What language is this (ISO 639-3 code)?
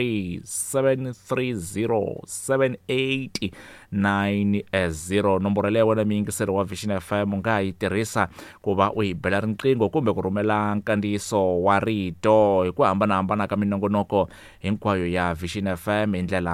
tso